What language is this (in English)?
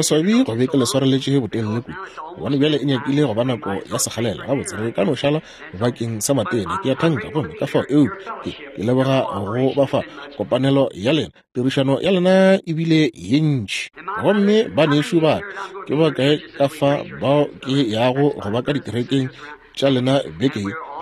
Northern Sotho